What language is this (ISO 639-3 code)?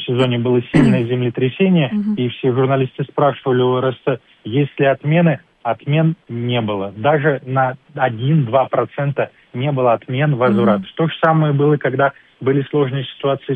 rus